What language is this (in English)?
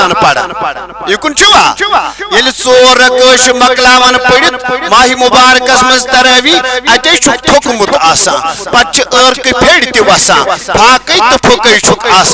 Kashmiri